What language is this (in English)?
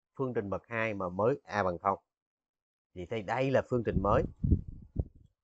Vietnamese